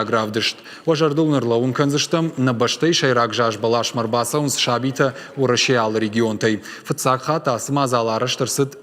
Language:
Ossetic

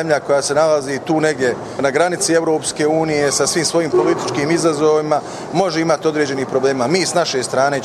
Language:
Bosnian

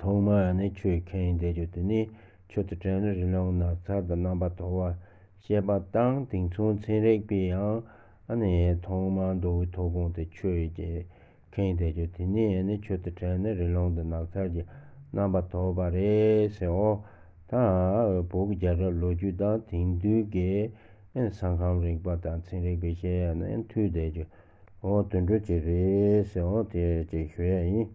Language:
Tibetan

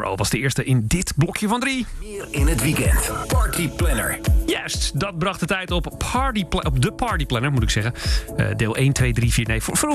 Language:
Dutch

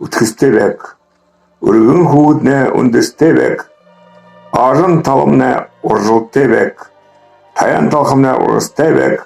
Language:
Buriat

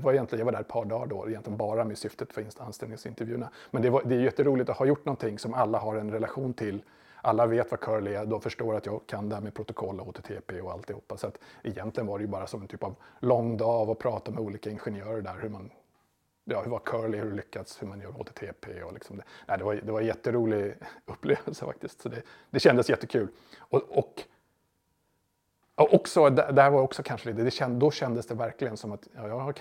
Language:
Swedish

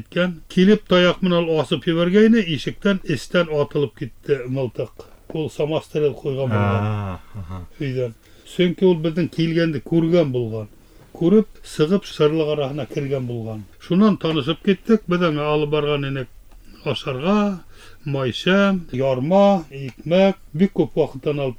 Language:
Bashkir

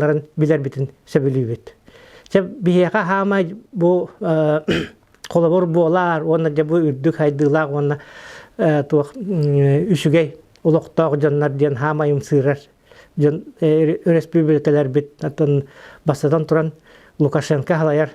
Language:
Yakut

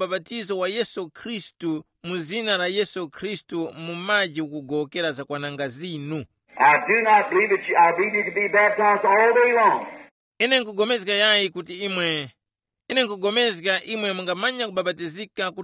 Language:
Tumbuka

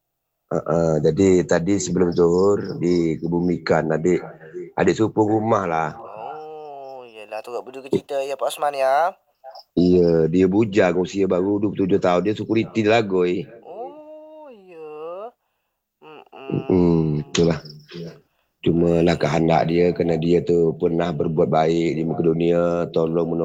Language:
Malay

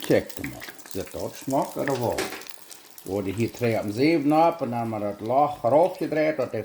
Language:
Plautdietsch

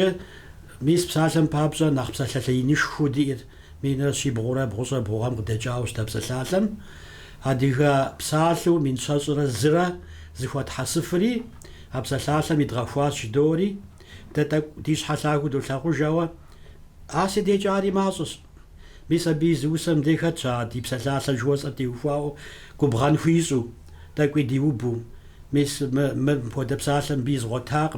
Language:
Kabardian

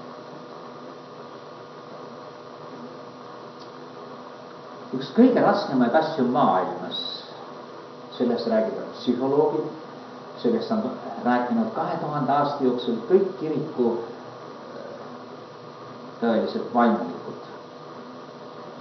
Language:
Estonian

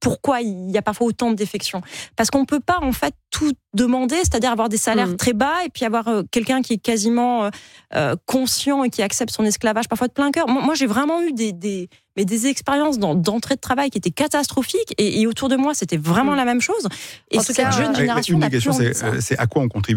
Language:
French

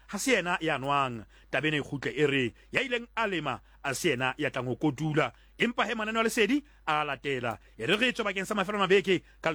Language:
Southern Sotho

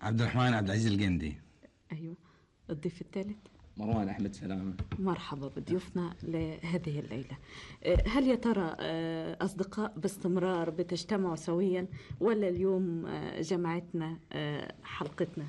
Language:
Gulf Arabic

